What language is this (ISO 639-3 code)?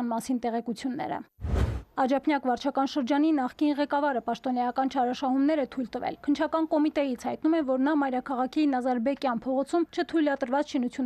hye